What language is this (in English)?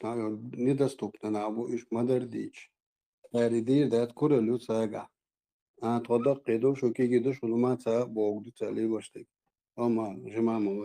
Chechen